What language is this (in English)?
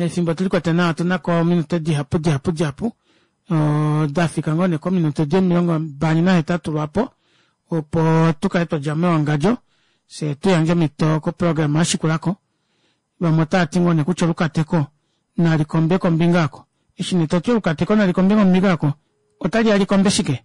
Kuanyama